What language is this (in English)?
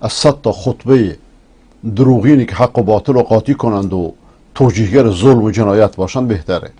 Persian